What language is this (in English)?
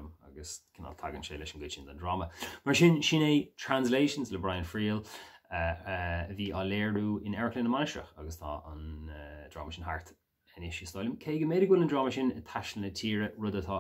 Irish